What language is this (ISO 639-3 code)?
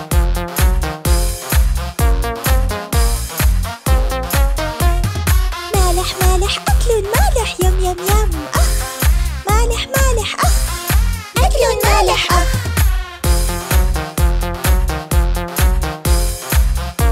ara